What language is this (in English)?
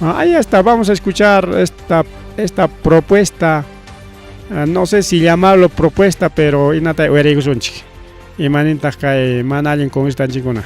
Ayacucho Quechua